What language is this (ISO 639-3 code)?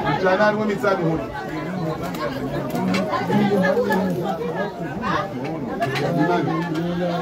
swa